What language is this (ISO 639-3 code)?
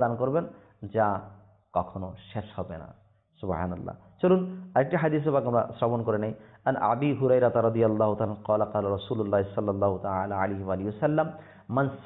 ben